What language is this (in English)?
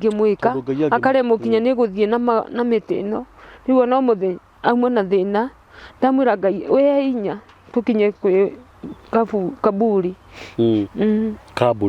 Kikuyu